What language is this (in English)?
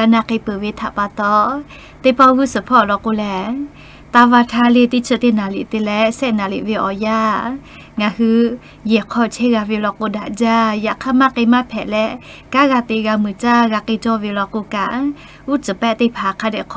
Lahu